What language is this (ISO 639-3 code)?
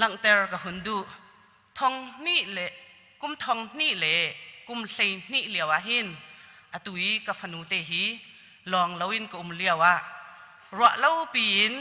cnh